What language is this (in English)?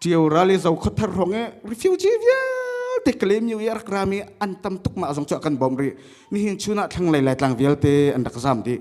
Hakha Chin